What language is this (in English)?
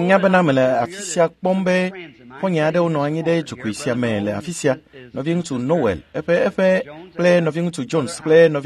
Ewe